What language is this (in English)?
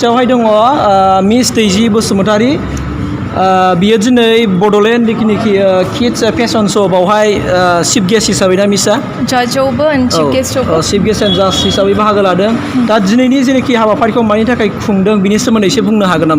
Bodo